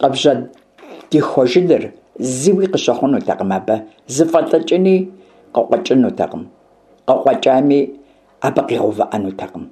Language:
Kabardian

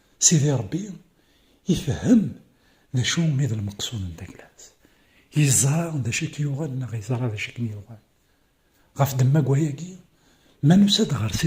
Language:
Kabyle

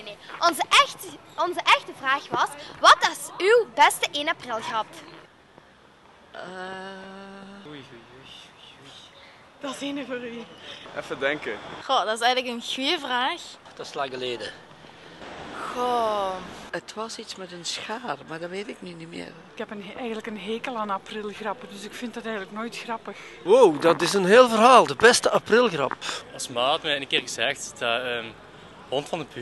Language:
Dutch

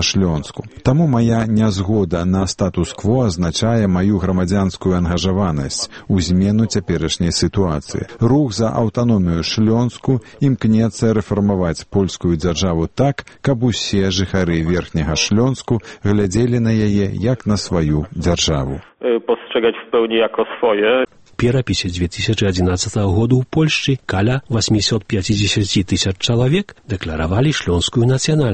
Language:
Belarusian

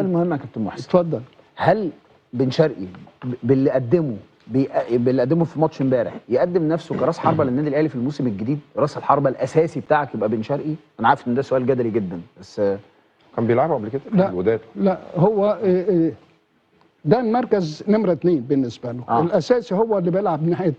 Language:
Egyptian Arabic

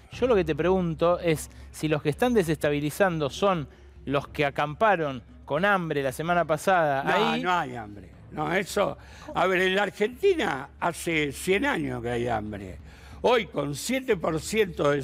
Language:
Spanish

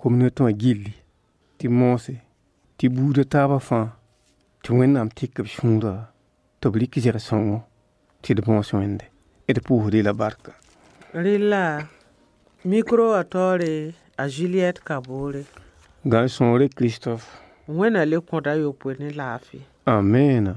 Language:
Mossi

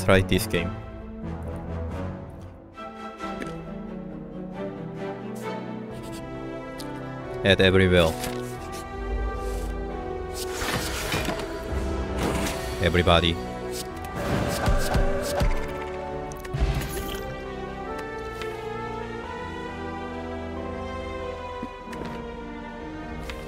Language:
Korean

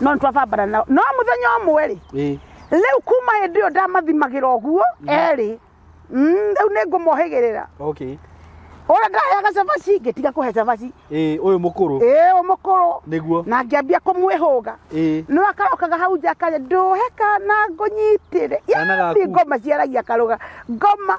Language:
Kikuyu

